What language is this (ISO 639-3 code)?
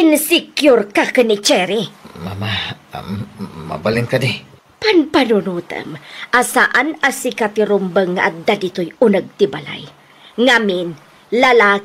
ilo